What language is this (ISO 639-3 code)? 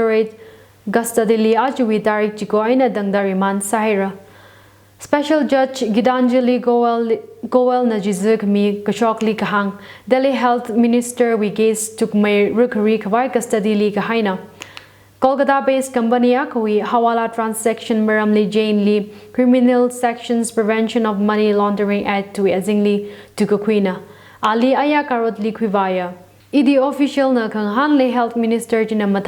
nmf